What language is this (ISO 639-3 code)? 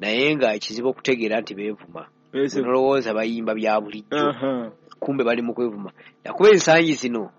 lug